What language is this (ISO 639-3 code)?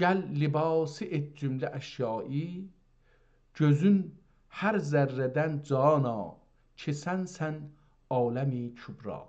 azb